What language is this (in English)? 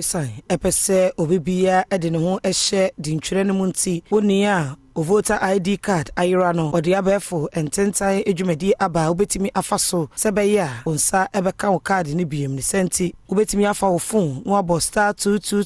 Akan